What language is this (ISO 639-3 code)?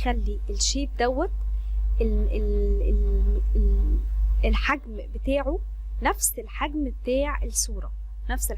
arz